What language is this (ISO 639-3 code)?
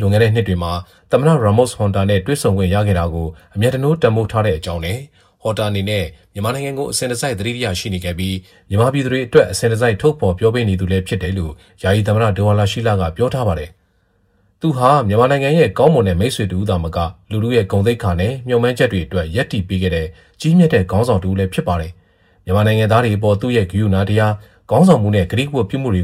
mya